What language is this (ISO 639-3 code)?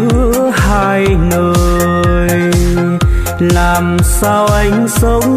vie